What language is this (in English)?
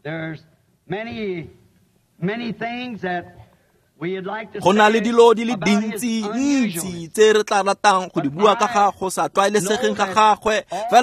Tswana